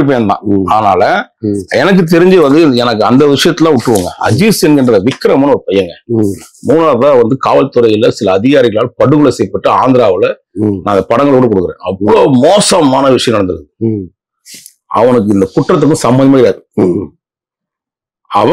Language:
Tamil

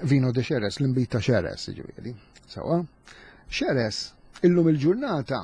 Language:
Maltese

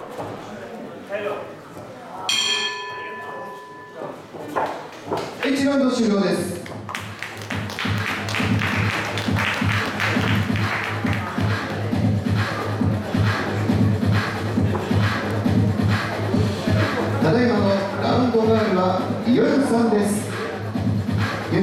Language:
Japanese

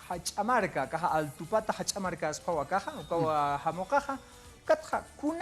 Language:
Aymara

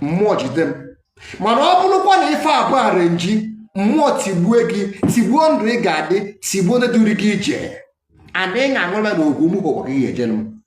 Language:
Igbo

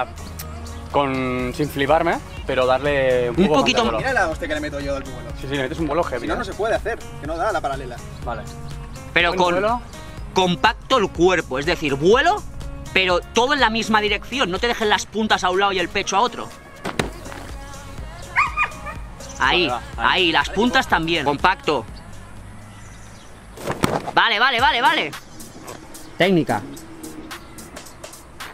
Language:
Spanish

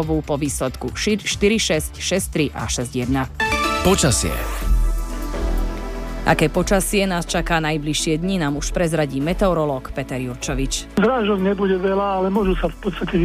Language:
Slovak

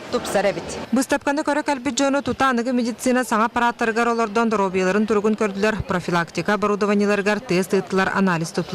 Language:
Yakut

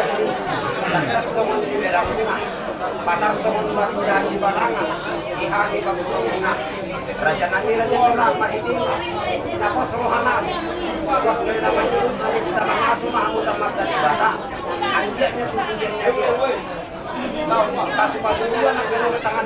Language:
Batak Toba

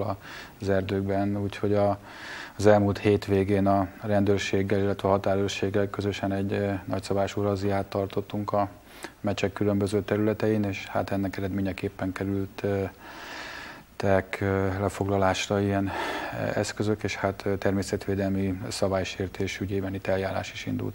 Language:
Hungarian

